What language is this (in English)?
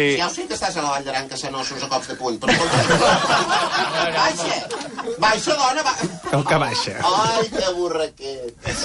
Catalan